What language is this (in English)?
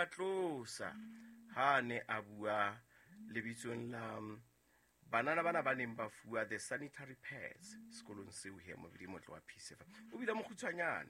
Southern Sotho